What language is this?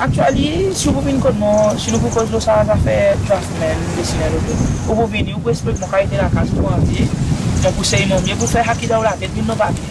Seselwa Creole French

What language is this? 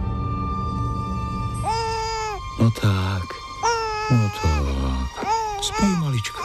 Slovak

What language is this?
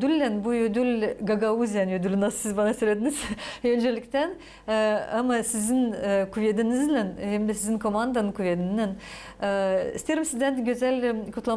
Gagauz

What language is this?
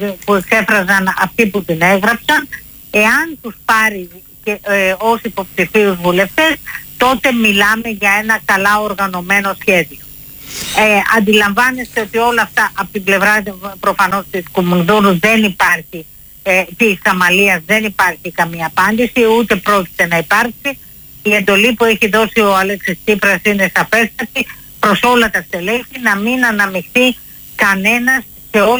Greek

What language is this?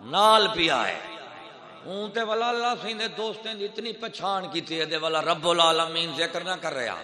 Saraiki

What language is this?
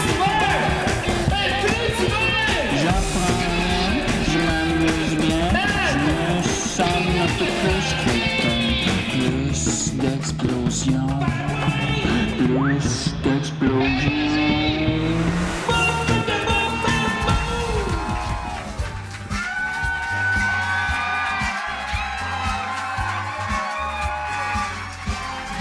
French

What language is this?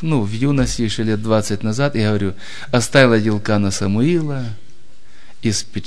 Russian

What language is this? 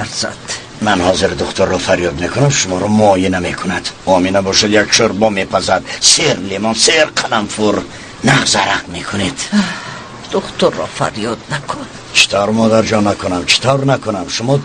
Tajik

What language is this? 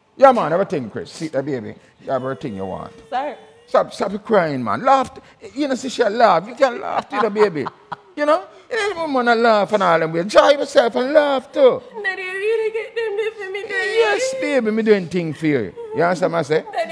Jamaican Creole English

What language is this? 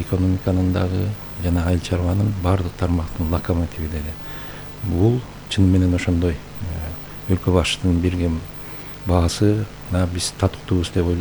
Kyrgyz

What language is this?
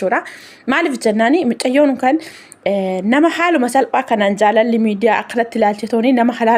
Oromo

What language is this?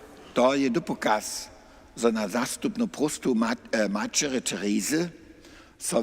Upper Sorbian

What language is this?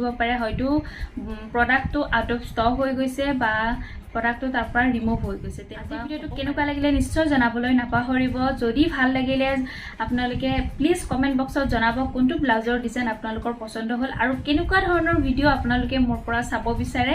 Assamese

